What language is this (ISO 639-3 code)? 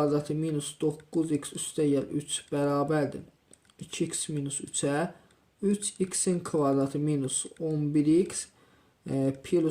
aze